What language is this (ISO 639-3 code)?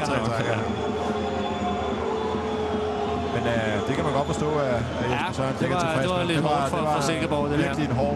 dan